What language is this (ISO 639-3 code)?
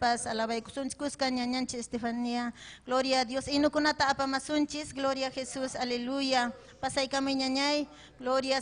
quy